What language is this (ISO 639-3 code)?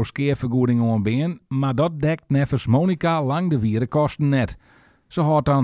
fry